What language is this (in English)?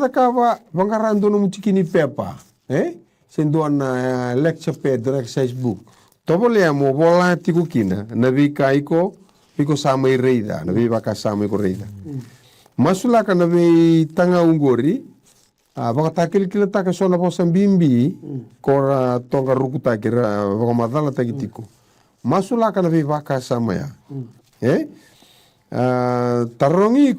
Fijian